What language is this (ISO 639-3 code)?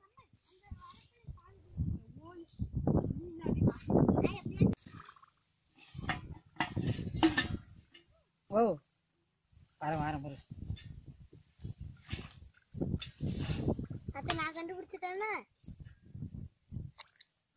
tam